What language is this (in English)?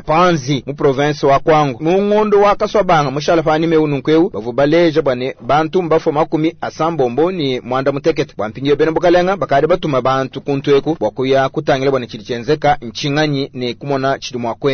Luba-Lulua